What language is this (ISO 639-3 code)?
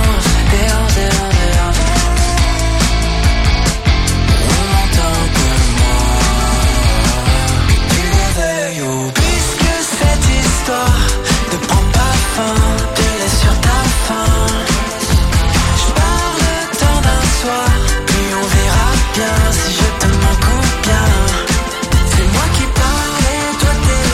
fra